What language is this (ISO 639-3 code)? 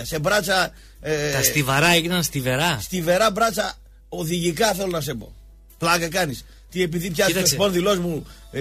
ell